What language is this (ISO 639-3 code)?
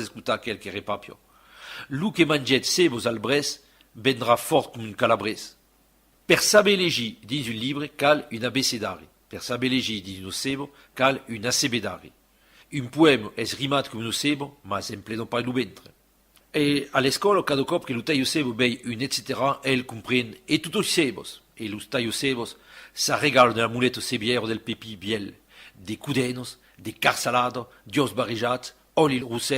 oci